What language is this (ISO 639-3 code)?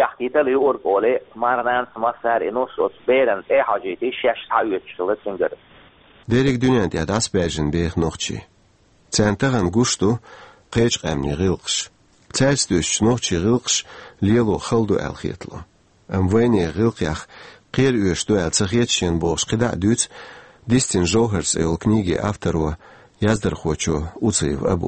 che